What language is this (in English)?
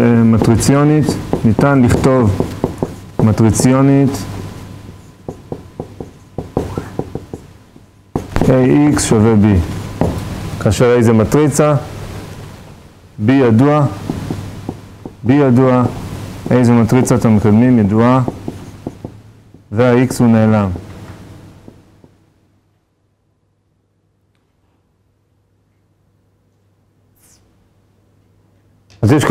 Hebrew